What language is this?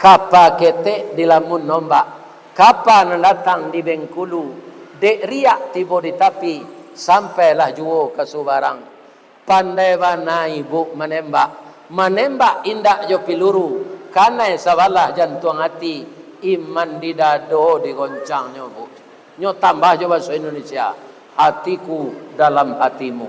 Minangkabau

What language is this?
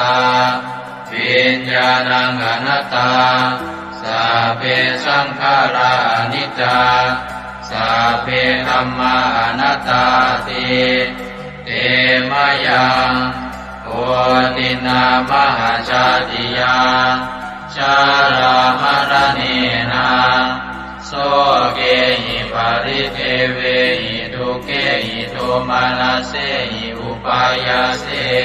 Pali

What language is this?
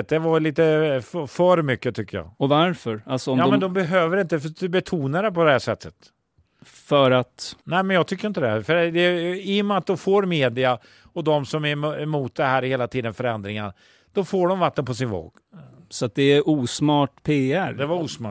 Swedish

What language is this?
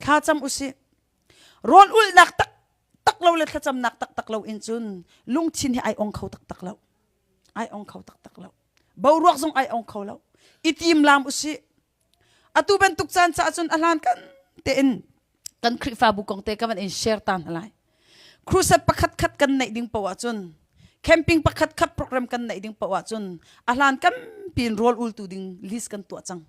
Hakha Chin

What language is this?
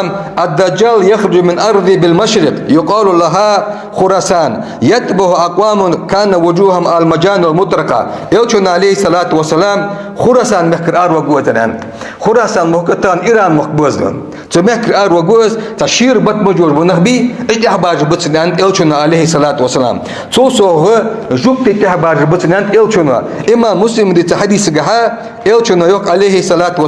Ingush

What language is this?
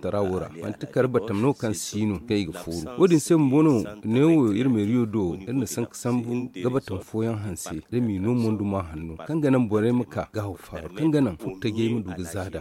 Zarma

